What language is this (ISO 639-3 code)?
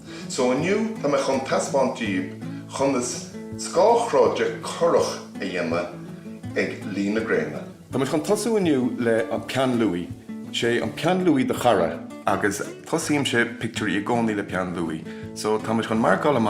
gle